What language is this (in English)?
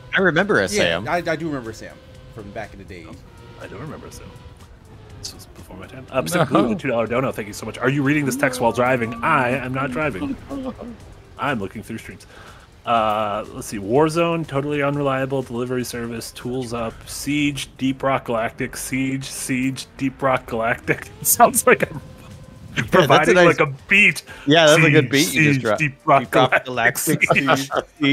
English